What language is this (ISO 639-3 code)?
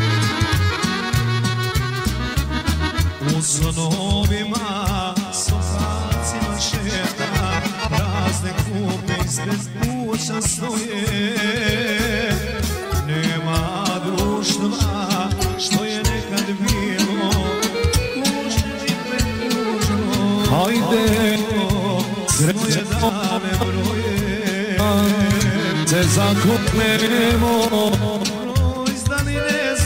srp